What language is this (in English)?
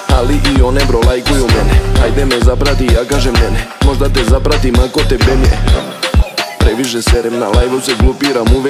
Serbian